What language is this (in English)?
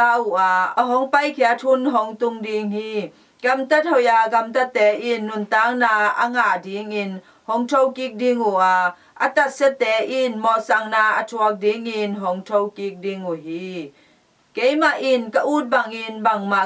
Tedim Chin